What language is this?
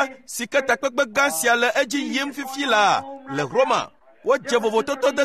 Ewe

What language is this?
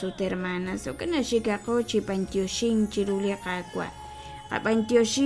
Kekchí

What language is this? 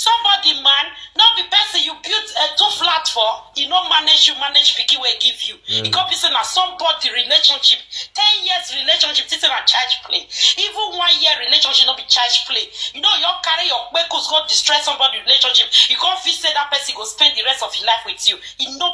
Nigerian Pidgin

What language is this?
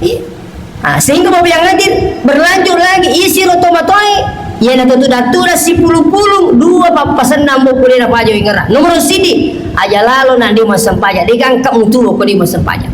Buginese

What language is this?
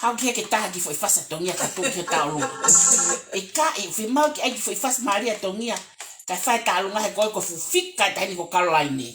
Tongan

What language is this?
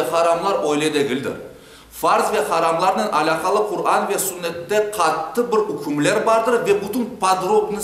Crimean Tatar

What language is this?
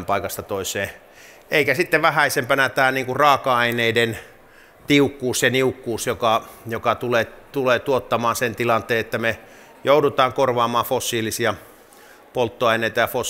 Finnish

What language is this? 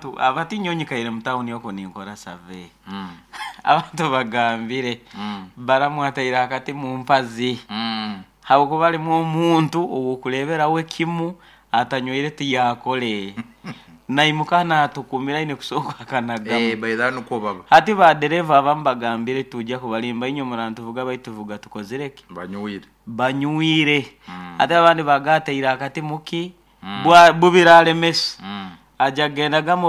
Nyoro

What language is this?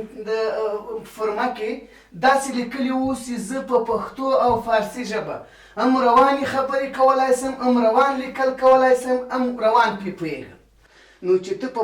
Pashto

